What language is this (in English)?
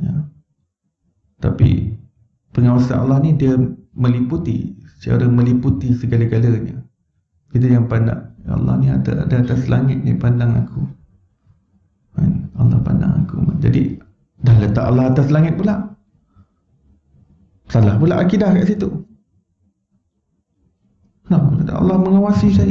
Malay